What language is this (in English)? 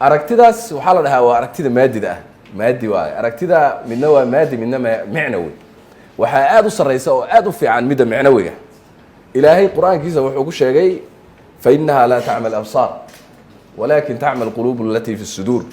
Somali